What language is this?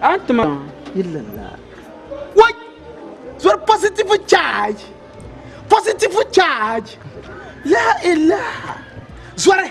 Dagbani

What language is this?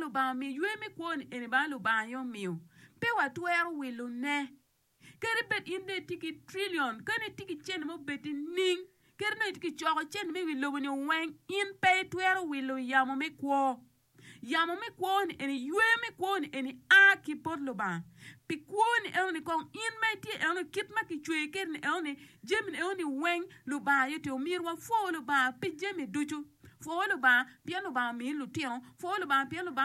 Acoli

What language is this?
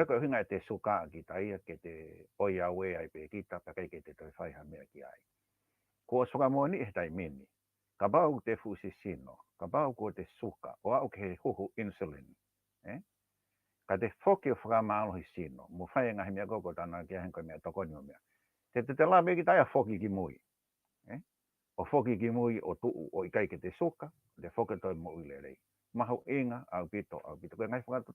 Tongan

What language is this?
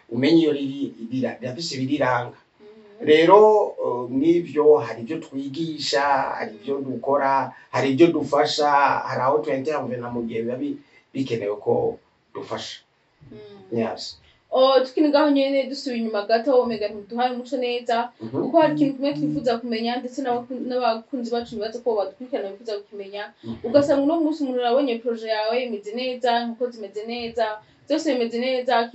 Rundi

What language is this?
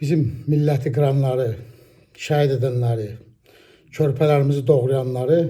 Azerbaijani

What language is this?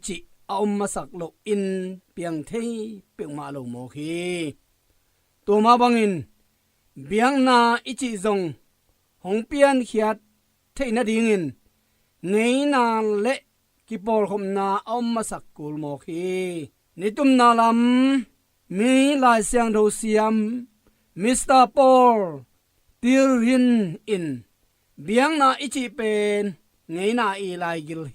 Tedim Chin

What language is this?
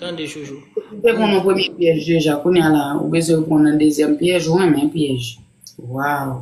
Haitian Creole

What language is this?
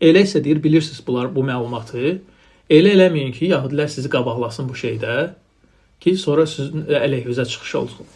Azerbaijani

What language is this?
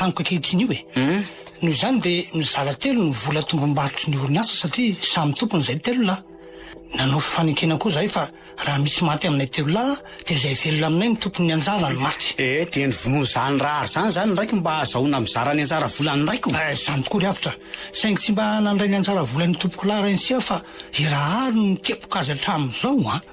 Malagasy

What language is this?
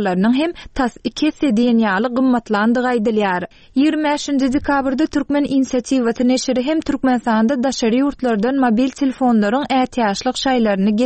Turkmen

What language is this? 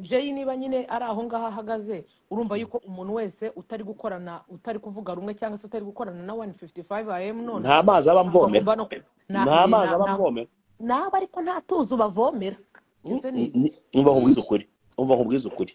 Kinyarwanda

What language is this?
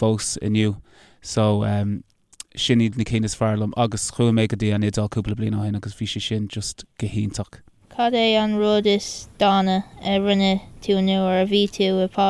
Irish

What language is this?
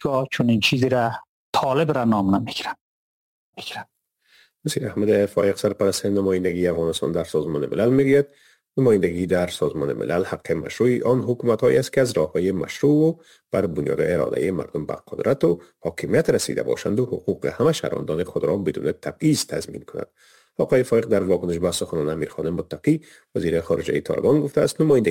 Persian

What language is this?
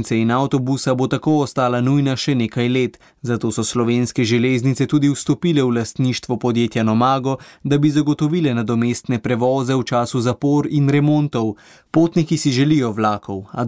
Slovenian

